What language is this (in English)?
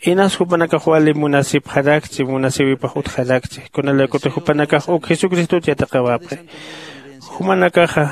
Aymara